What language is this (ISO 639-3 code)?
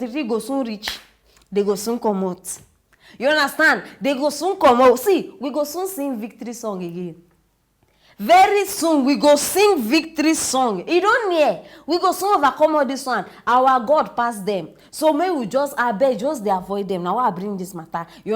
pcm